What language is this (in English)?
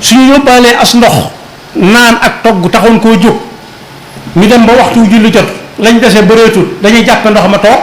Wolof